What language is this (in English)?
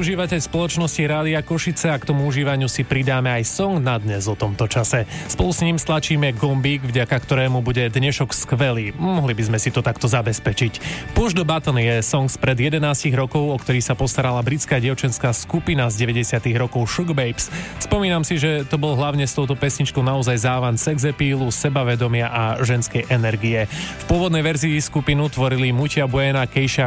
Slovak